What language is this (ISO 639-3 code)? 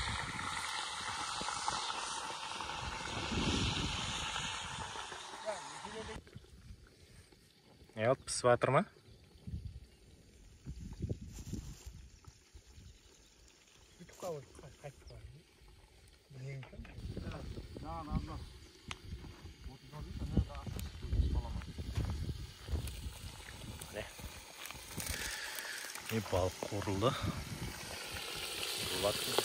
kaz